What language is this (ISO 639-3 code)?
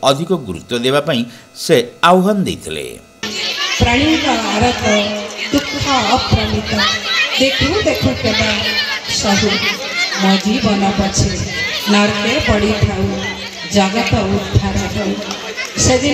ori